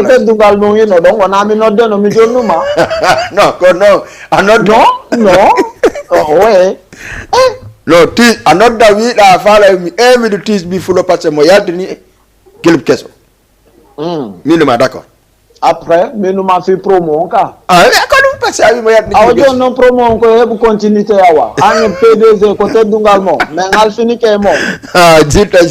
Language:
Fula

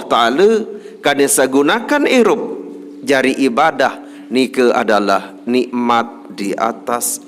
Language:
Sasak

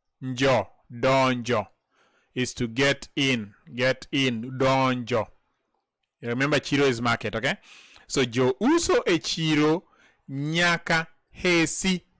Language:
Luo (Kenya and Tanzania)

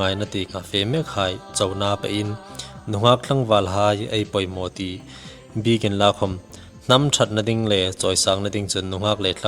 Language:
Hmar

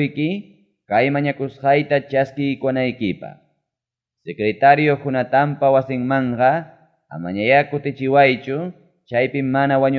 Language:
Ayacucho Quechua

